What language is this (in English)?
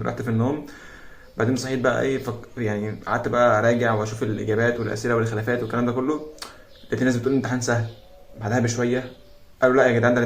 Egyptian Arabic